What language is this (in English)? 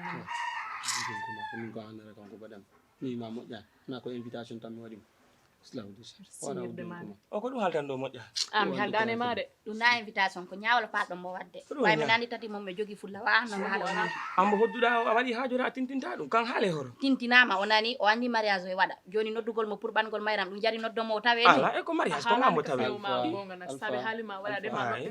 Fula